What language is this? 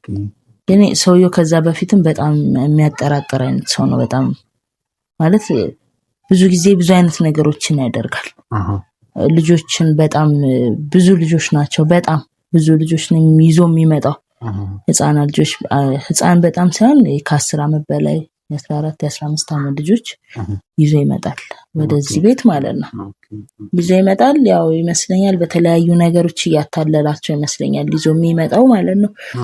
Amharic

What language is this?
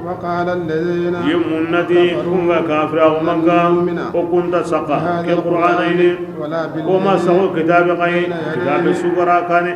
Bambara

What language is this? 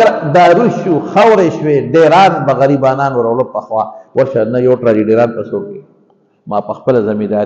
Pashto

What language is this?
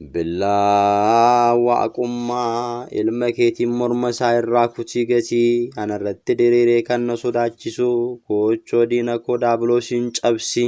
Oromo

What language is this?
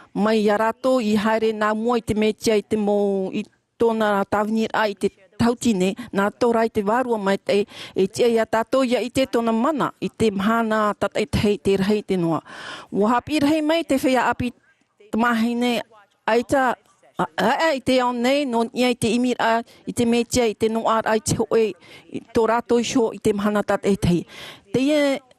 Tahitian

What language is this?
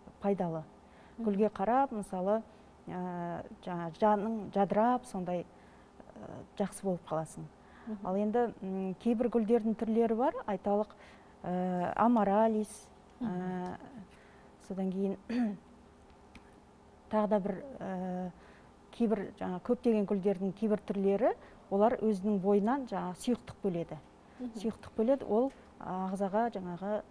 Kazakh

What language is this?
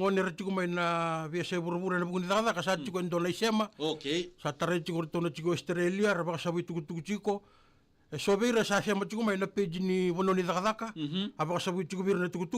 Fijian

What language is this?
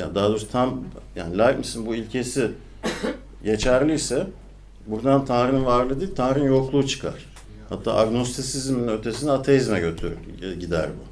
Turkish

